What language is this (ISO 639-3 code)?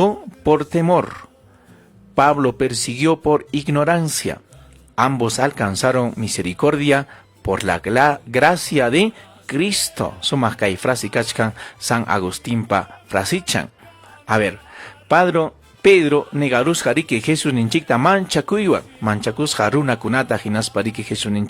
quy